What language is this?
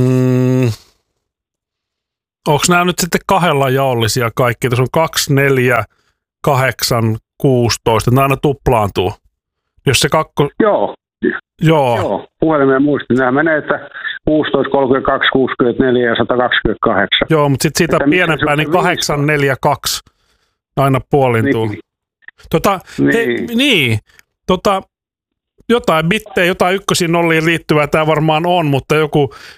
Finnish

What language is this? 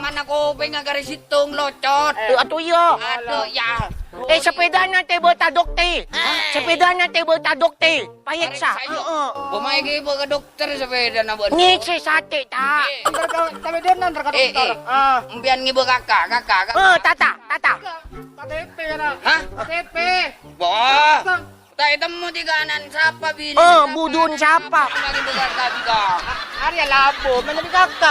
Madurese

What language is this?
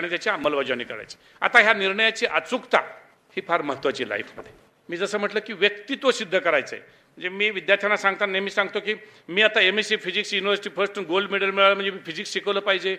Marathi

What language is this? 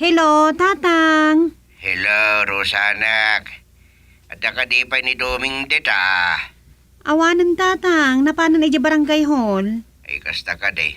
Iloko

